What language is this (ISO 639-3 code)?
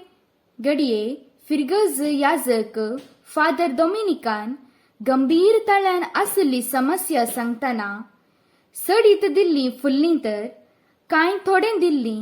kok